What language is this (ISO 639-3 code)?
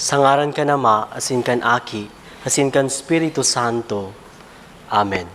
bik